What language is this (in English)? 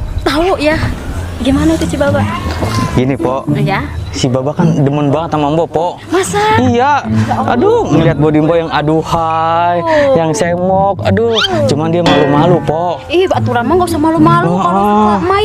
Betawi